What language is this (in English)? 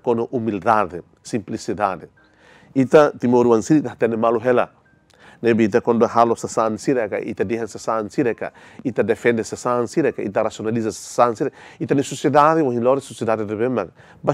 Tetum